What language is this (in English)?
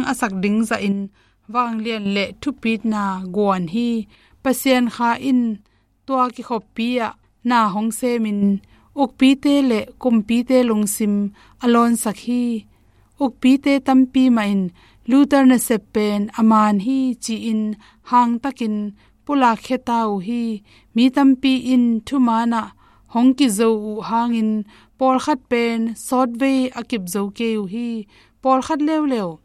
Tedim Chin